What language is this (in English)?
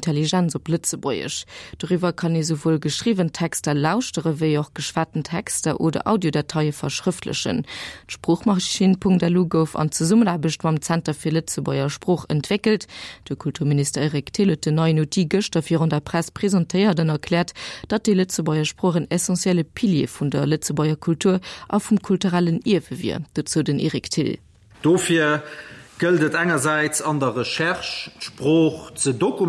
Luxembourgish